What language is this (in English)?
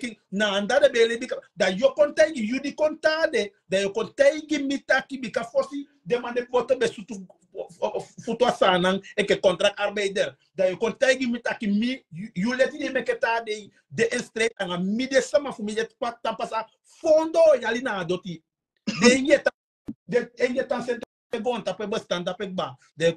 Sranan Tongo